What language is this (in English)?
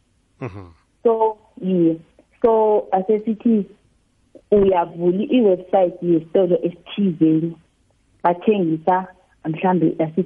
South Ndebele